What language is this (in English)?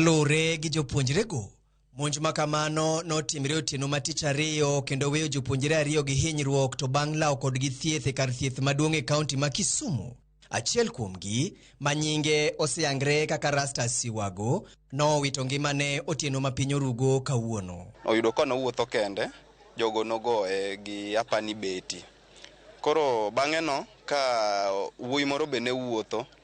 Luo (Kenya and Tanzania)